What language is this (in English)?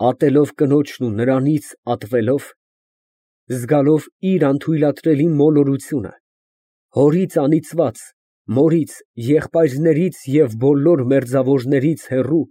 Armenian